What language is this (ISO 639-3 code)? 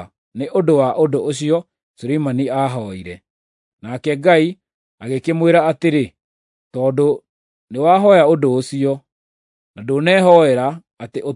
kik